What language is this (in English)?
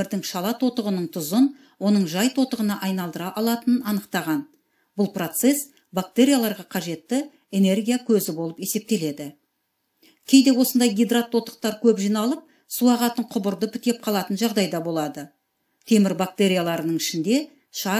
Kazakh